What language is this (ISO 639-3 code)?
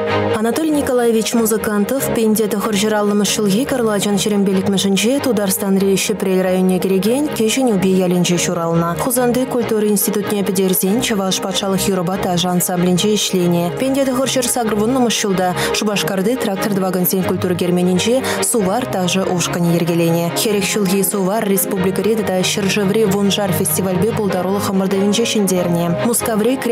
chv